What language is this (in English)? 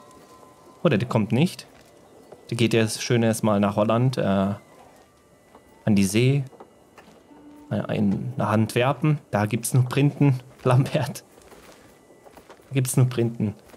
German